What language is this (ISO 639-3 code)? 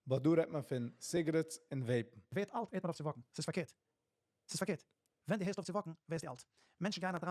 yid